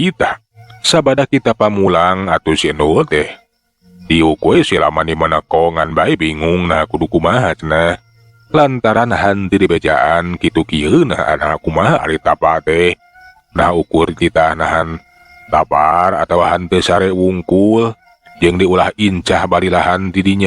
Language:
Sundanese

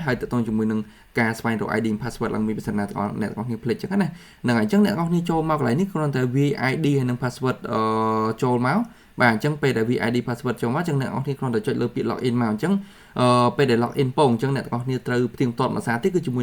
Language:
Khmer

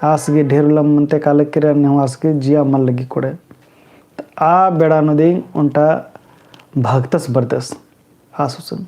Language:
Kurukh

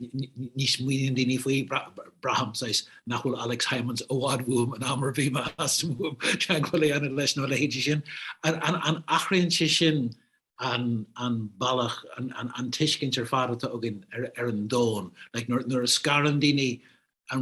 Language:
Irish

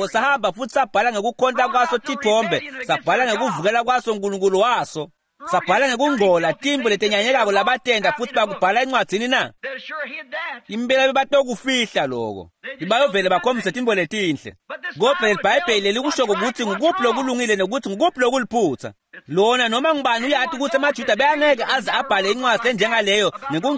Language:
Swati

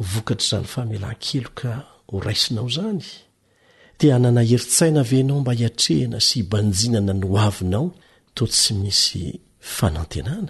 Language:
Malagasy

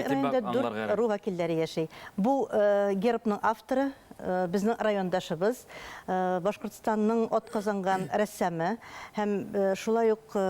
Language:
Bashkir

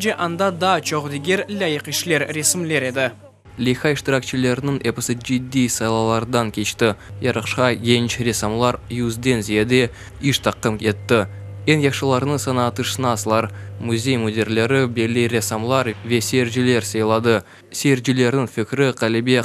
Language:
Crimean Tatar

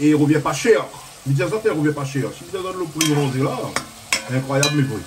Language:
Réunion Creole French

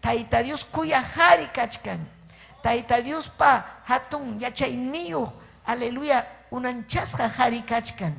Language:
Ayacucho Quechua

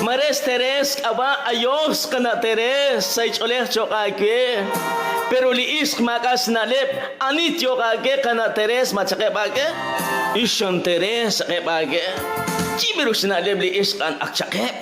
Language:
Kekchí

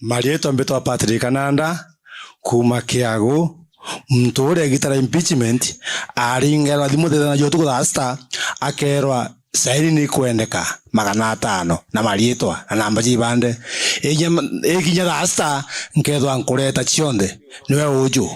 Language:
Meru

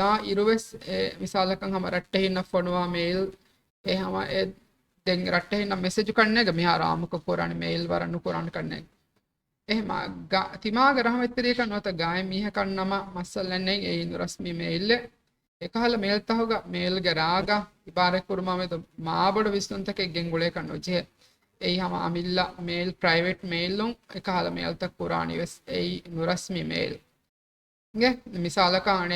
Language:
Divehi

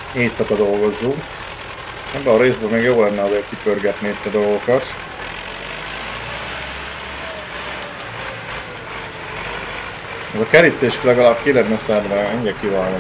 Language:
Hungarian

